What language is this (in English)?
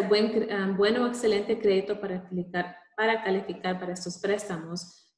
Spanish